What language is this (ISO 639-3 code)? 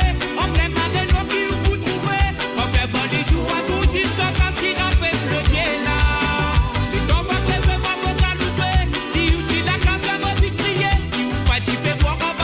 mfe